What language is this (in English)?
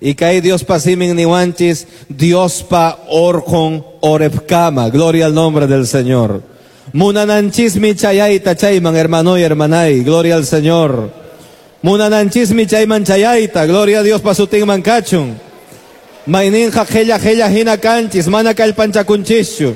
Quechua